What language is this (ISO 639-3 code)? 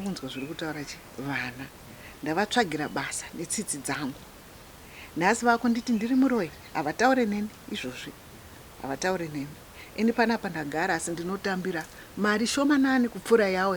sna